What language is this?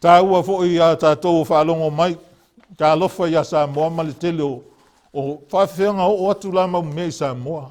Samoan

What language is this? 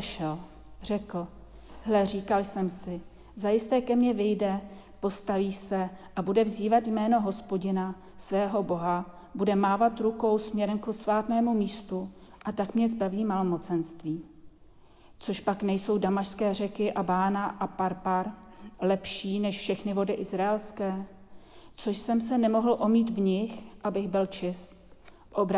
Czech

